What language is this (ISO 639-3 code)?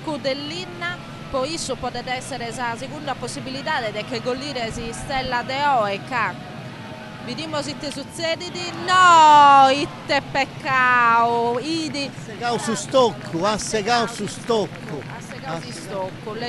srd